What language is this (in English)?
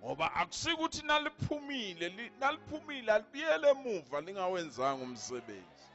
Zulu